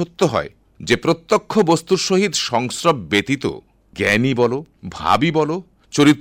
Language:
Bangla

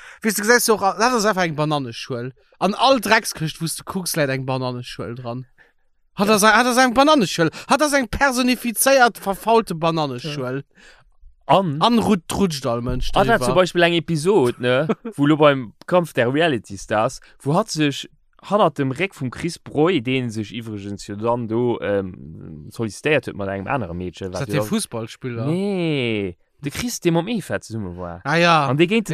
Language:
Luxembourgish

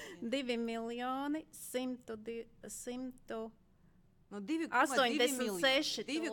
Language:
Latvian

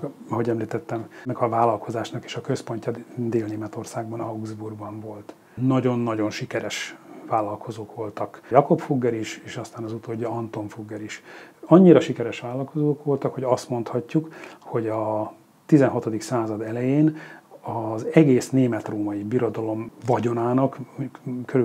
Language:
Hungarian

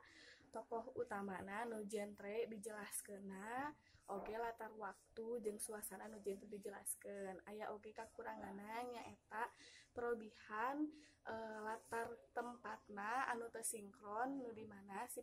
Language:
Sundanese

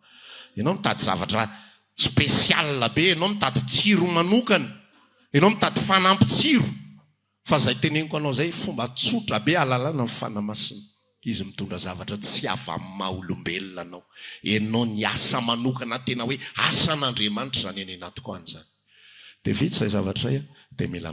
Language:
Malagasy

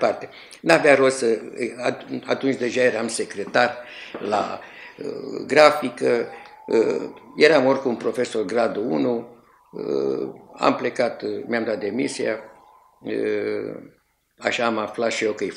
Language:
Romanian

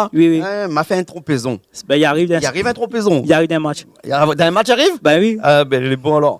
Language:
Réunion Creole French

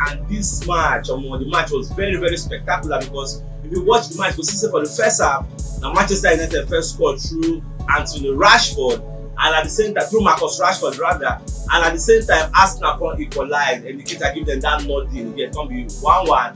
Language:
Nigerian Pidgin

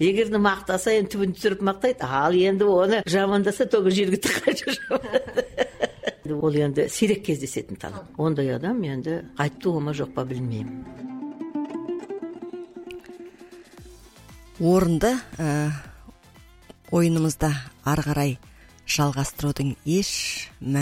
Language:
Kazakh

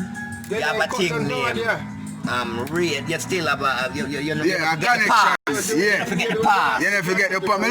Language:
Jamaican Creole English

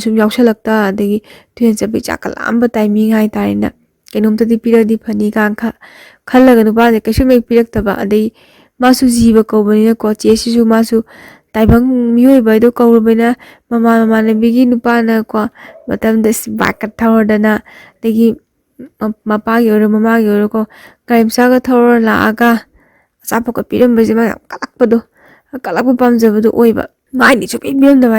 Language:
Manipuri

